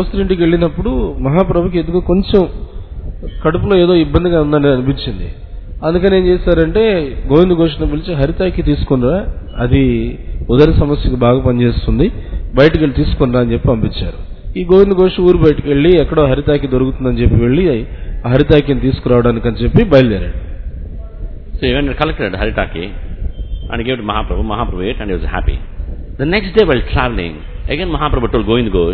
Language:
Telugu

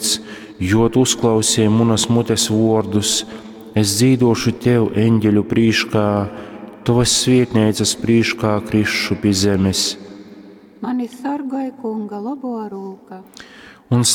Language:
Latgalian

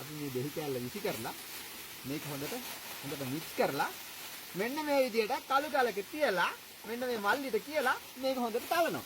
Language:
Sinhala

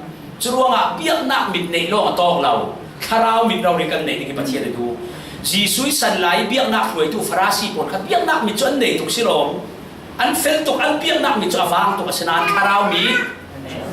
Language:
Falam Chin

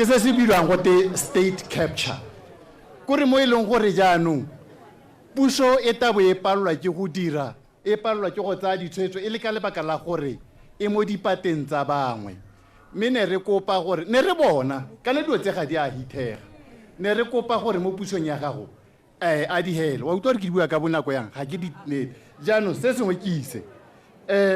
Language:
Tswana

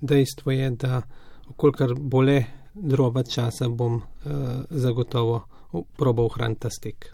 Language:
Slovenian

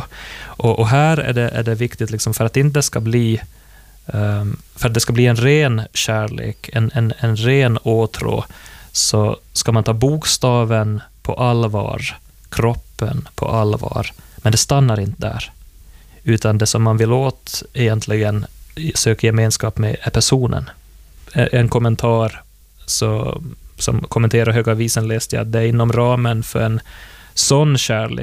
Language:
Swedish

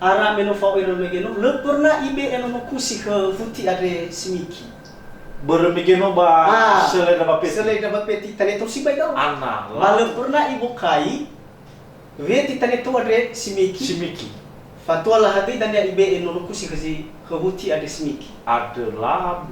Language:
Nias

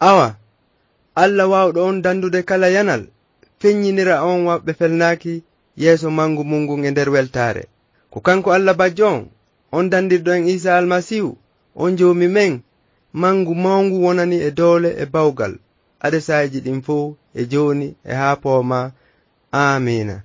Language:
Fula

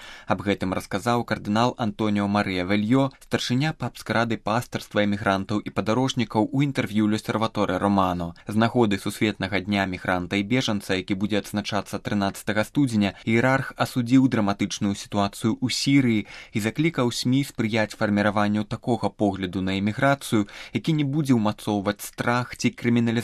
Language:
Belarusian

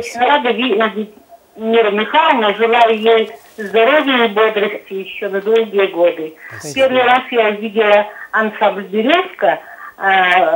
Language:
Russian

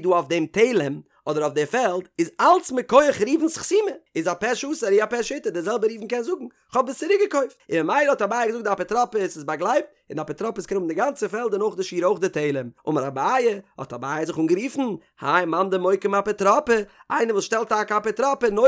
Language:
Yiddish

